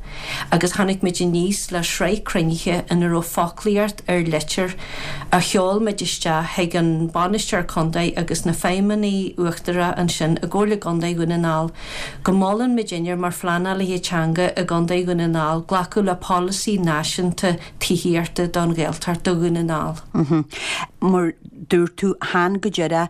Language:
Irish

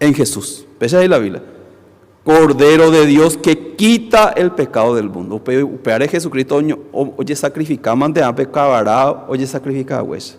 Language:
Guarani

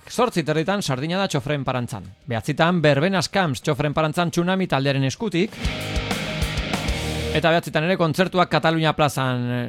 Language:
Basque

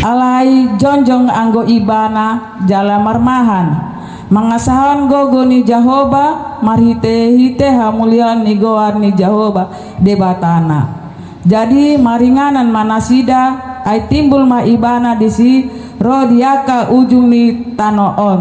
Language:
Batak Toba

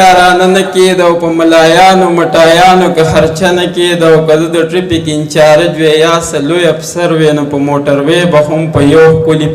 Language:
Pashto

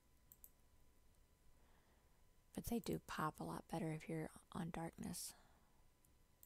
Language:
English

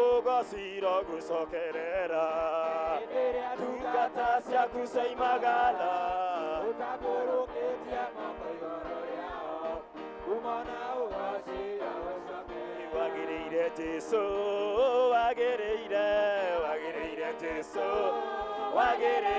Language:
Kikuyu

